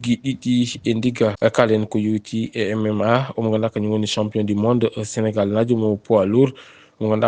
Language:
Fula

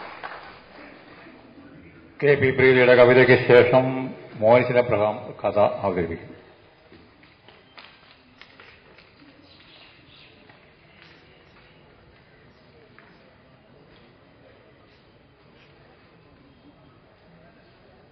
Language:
Malayalam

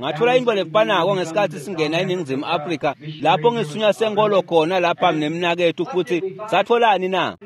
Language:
Swati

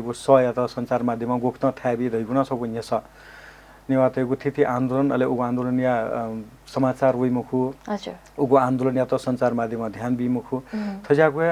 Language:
Newari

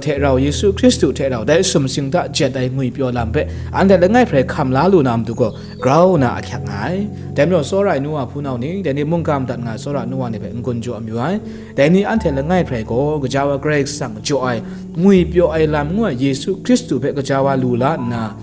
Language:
Kachin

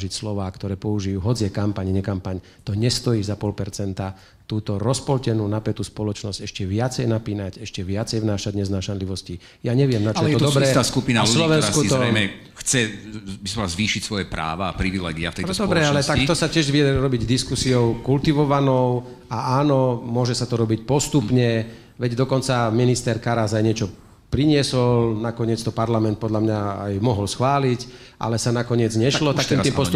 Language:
Slovak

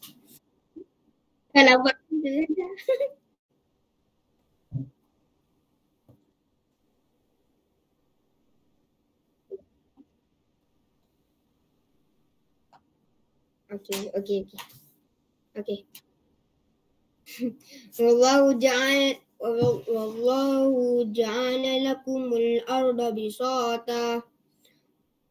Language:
Malay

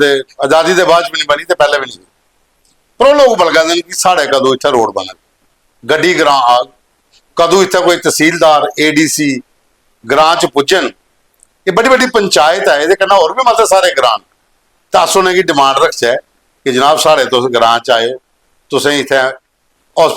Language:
Dogri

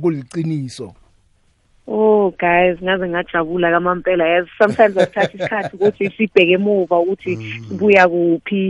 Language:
South Ndebele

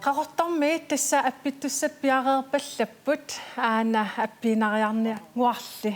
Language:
Kalaallisut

